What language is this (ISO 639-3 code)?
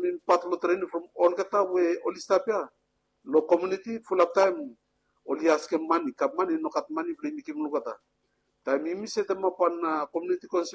bis